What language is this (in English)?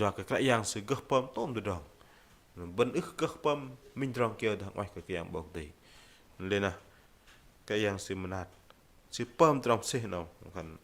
Bahnar